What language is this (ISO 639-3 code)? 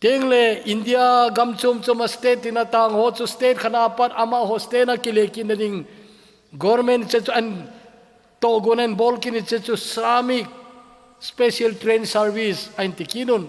tcz